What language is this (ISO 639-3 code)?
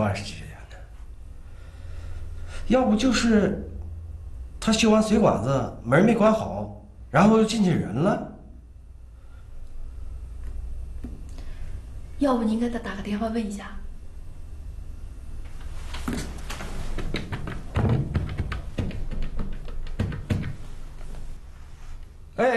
zho